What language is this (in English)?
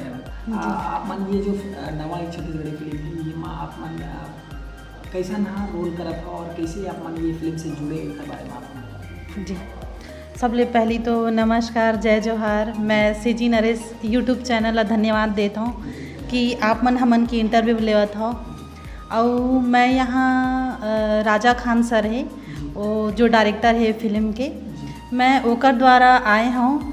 Chhattisgarhi